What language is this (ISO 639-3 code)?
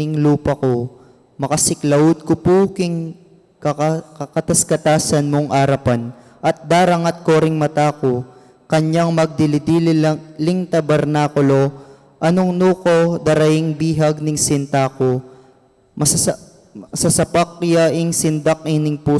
pam